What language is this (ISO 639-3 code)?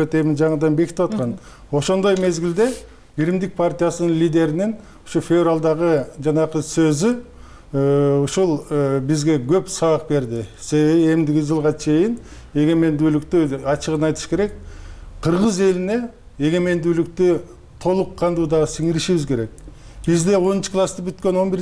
kir